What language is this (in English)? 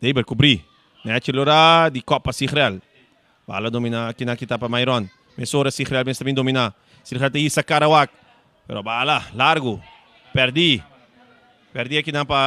Papiamento